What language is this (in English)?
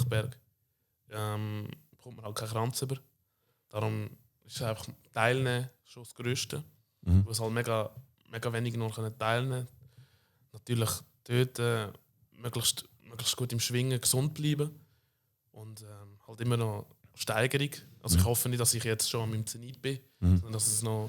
Swiss German